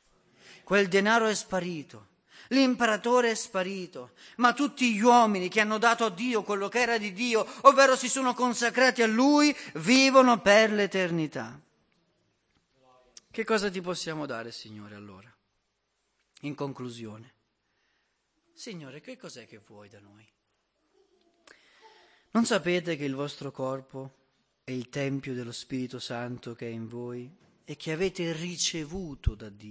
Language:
Italian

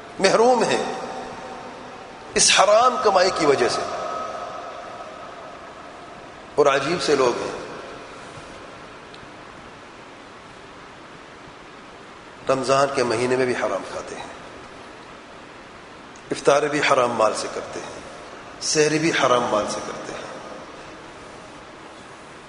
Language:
Urdu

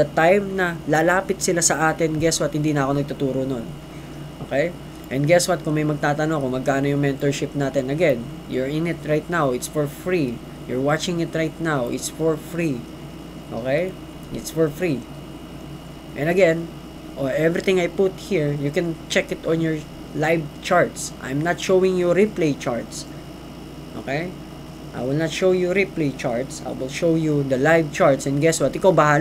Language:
Filipino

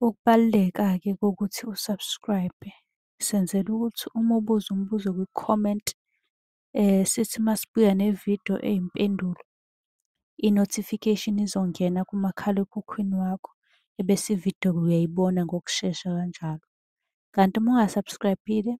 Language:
Zulu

